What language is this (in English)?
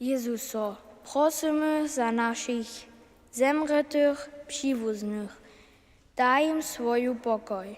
Upper Sorbian